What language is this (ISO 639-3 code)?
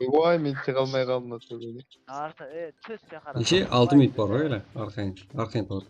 kaa